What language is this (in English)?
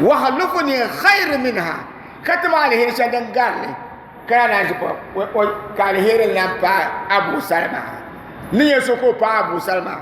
Dagbani